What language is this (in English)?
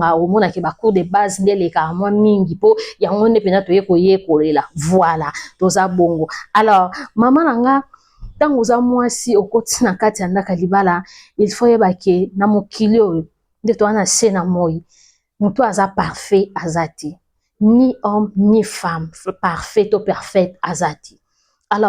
Lingala